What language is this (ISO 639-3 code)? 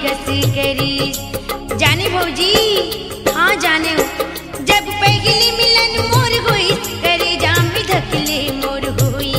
hne